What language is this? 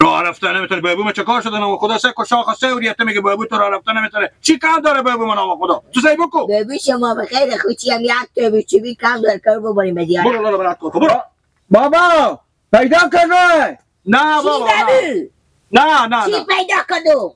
Persian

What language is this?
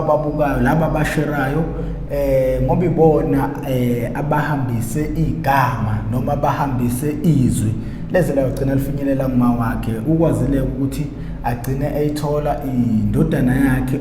Zulu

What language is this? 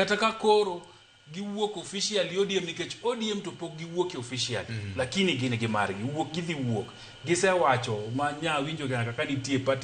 Luo (Kenya and Tanzania)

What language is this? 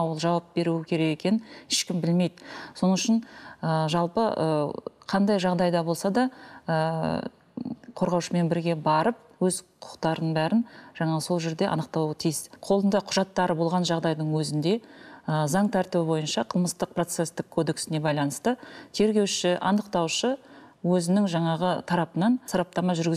Kazakh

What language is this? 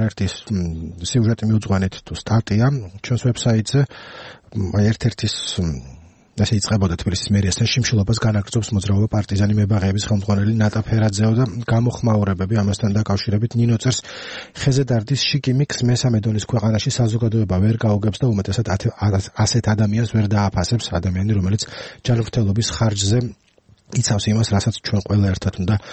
Georgian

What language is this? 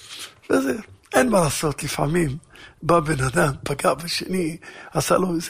Hebrew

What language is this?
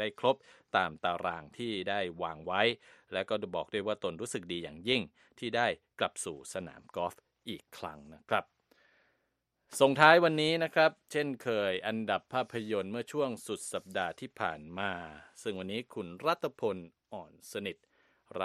Thai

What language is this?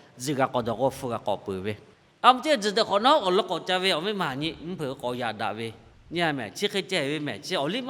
Lahu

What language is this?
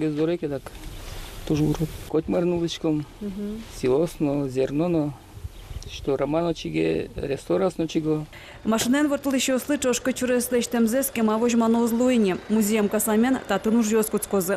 Udmurt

